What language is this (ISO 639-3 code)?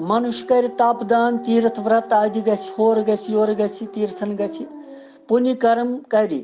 kas